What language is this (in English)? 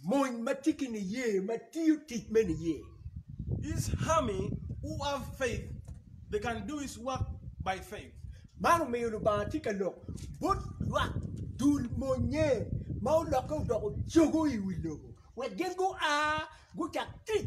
Acoli